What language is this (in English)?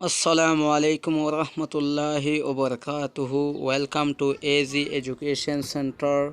Rohingya